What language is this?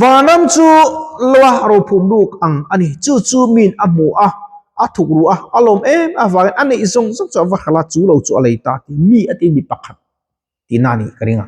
Mizo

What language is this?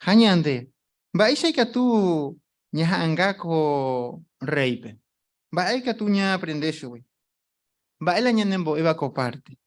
Guarani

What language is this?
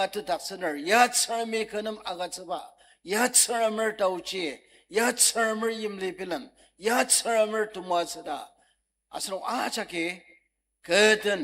Ao Naga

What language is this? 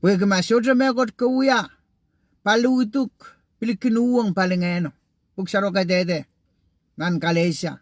Pohnpeian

